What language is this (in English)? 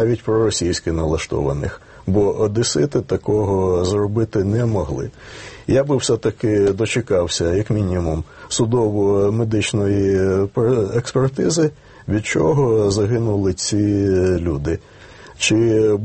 Ukrainian